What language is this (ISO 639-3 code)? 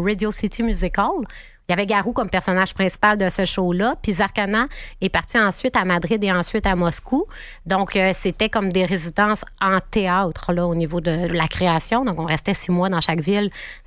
fra